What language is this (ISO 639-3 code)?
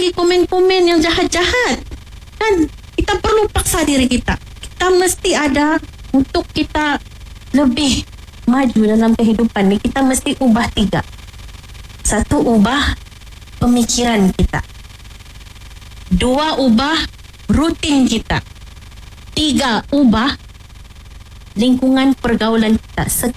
msa